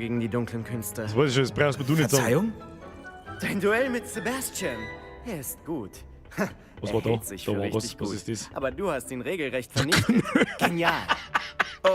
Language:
Bavarian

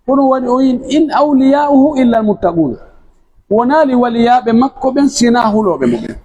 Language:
Pular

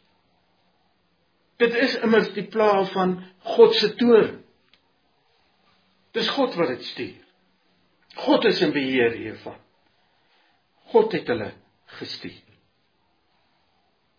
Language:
Afrikaans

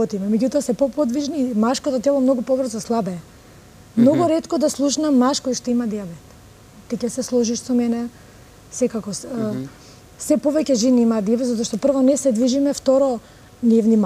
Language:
Macedonian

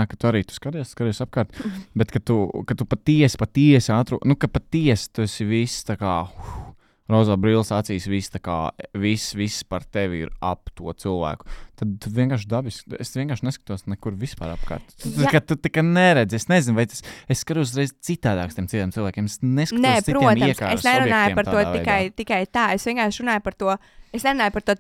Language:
Latvian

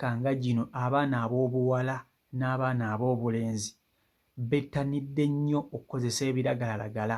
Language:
Ganda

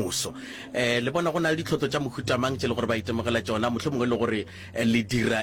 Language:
Northern Sotho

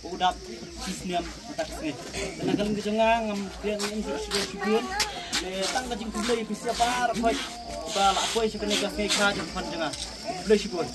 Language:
Khasi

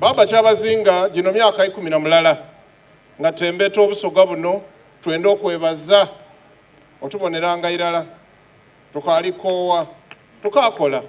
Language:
Soga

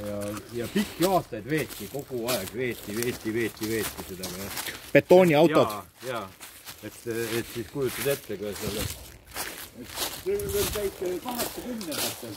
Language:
Estonian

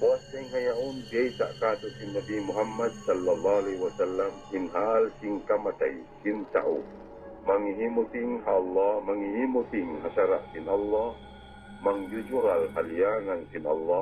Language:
Tausug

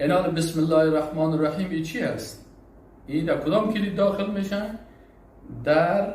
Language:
Persian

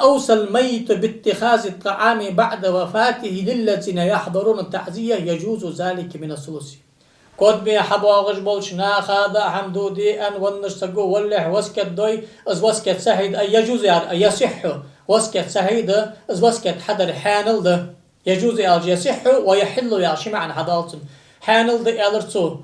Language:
Ingush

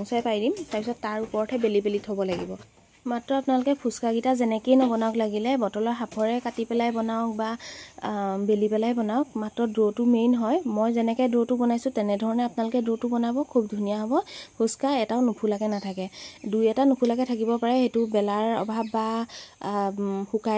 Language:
Assamese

